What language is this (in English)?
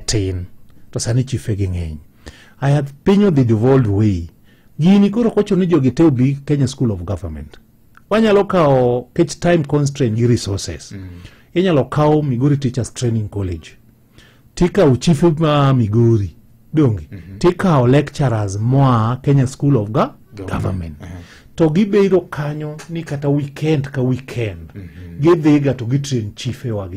Luo (Kenya and Tanzania)